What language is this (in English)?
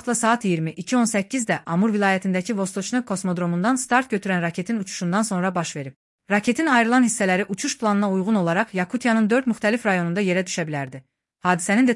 Azerbaijani